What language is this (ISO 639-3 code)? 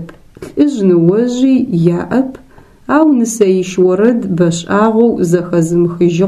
ady